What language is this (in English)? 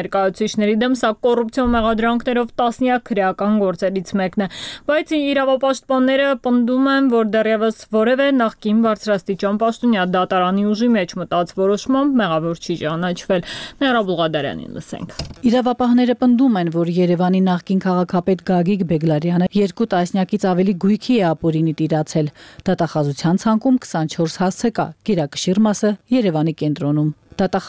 Armenian